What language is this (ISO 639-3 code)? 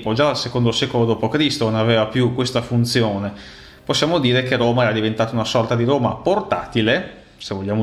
ita